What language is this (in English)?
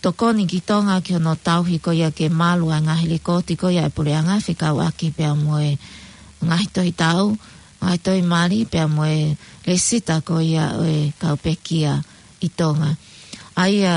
Tongan